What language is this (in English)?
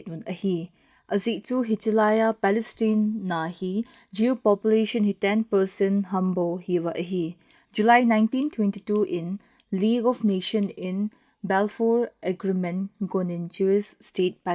Thado Chin